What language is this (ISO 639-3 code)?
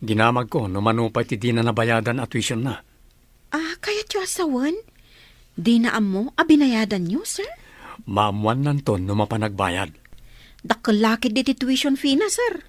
ilo